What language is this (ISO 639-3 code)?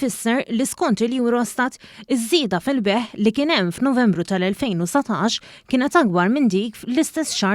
mlt